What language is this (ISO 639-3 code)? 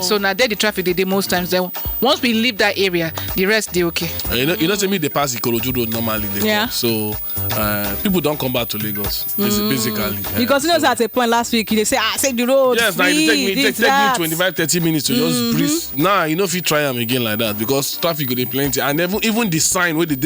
pcm